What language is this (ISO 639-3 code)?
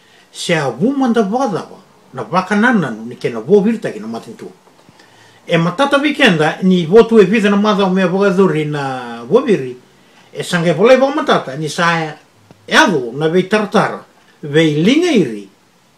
fij